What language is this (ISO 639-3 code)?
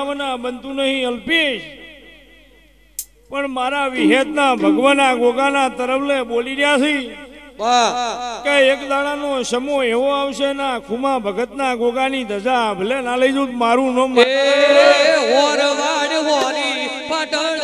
guj